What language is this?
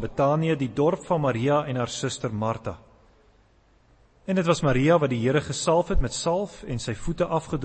Afrikaans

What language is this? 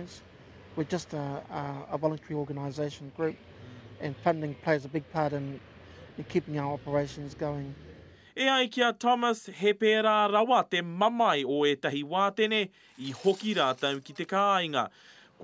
Māori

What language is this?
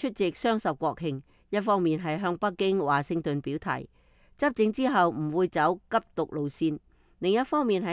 Cantonese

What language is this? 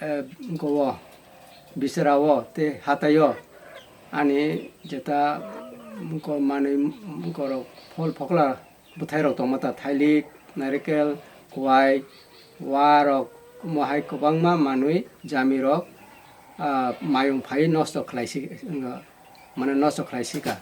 Kok Borok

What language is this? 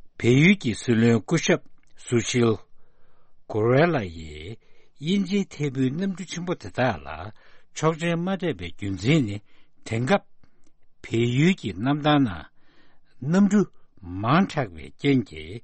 Tibetan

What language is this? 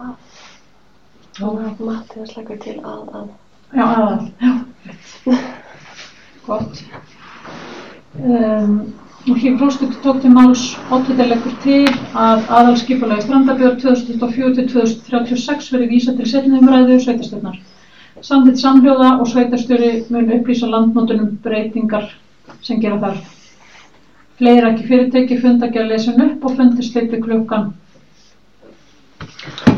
Icelandic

